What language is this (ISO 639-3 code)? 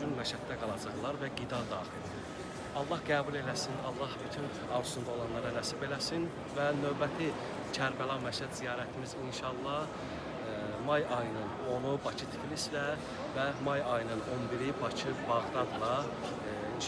aze